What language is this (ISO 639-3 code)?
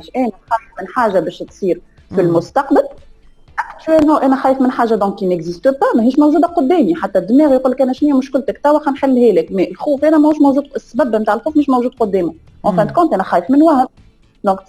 aeb